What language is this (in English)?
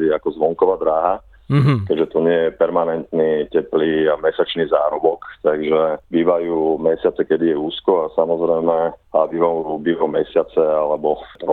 Slovak